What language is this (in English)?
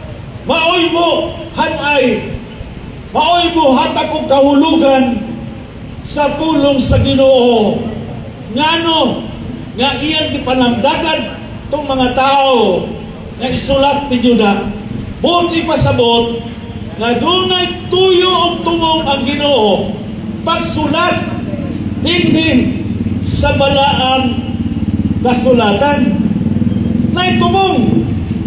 Cebuano